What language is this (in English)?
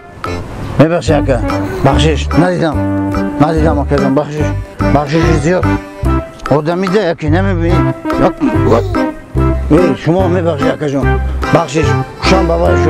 Tajik